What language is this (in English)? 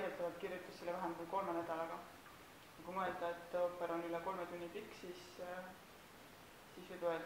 Estonian